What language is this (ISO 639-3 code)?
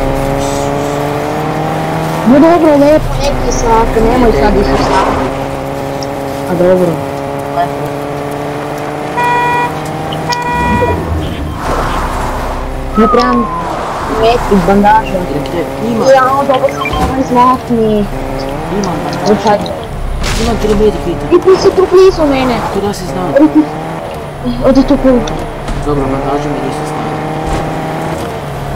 hrv